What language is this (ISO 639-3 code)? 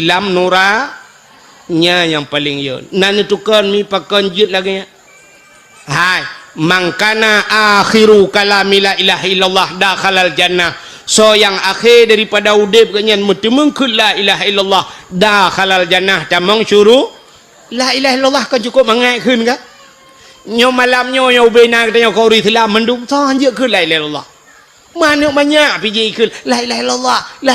ace